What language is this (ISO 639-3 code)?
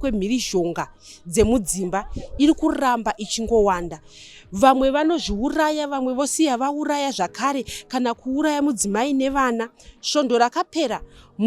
sna